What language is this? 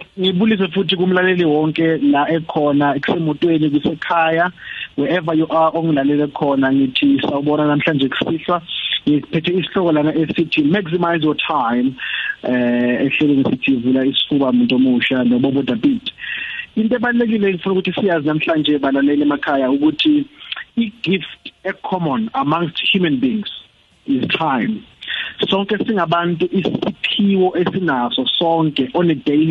South Ndebele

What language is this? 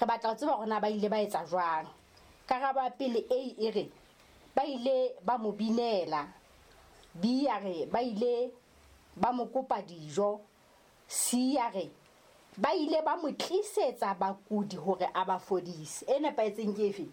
Southern Sotho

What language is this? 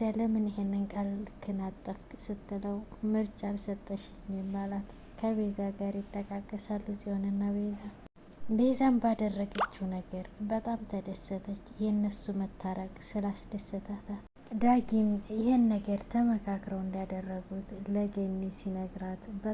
Amharic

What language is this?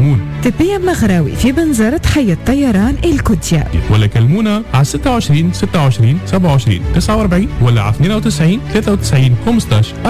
Tunisian Arabic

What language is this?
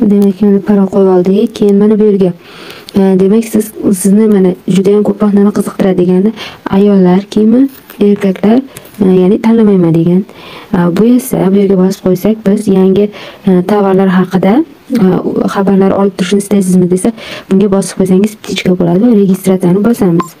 Uzbek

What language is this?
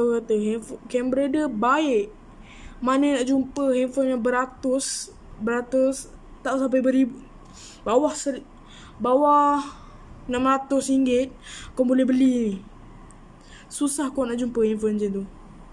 Malay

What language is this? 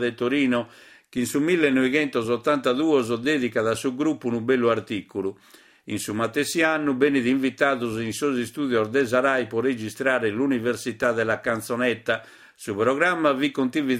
Sardinian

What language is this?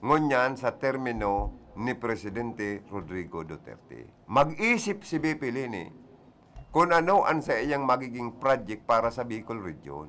Bikol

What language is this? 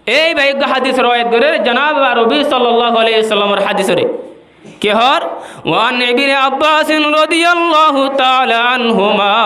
Rohingya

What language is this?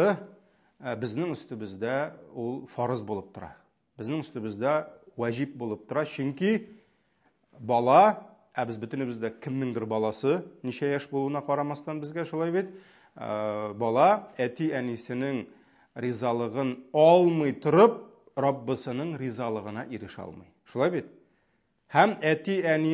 Tatar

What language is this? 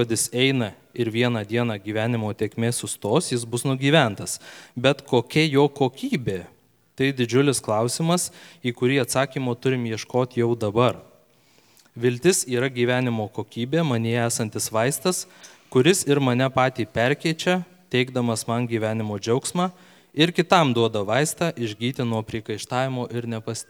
Lithuanian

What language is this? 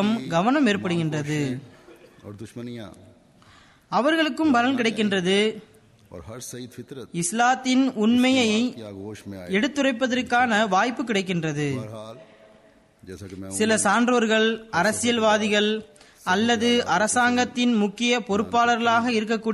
Tamil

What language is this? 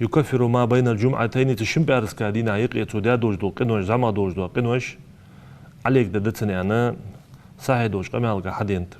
Ingush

